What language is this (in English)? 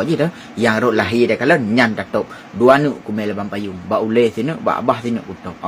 Achinese